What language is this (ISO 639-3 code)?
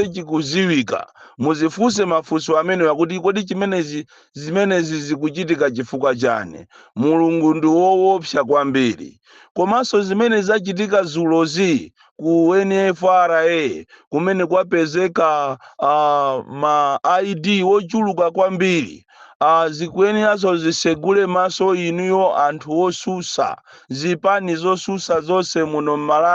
nya